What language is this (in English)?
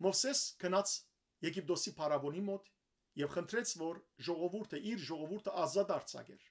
Western Armenian